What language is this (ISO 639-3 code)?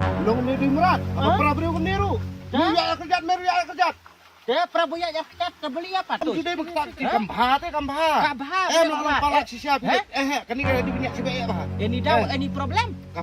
kha